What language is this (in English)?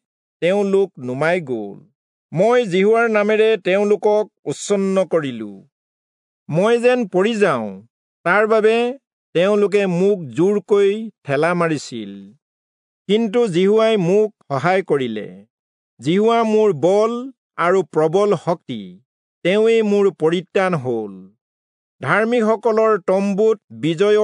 Assamese